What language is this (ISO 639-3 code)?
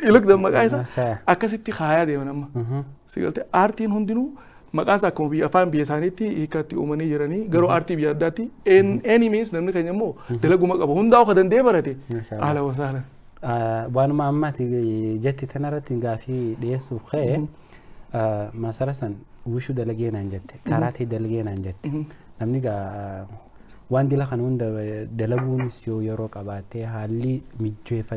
orm